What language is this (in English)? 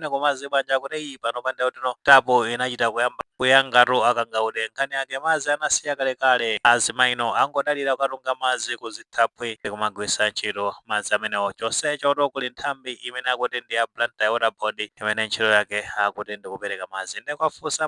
Nyanja